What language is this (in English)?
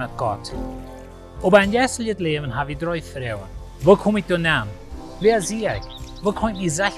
Plautdietsch